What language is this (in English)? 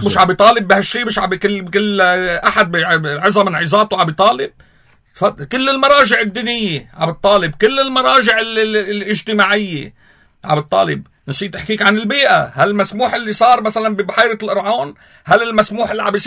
North Levantine Arabic